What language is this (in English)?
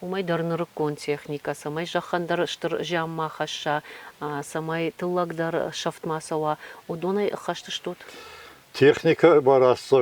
Ossetic